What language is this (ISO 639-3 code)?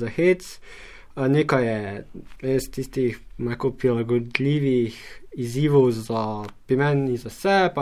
slv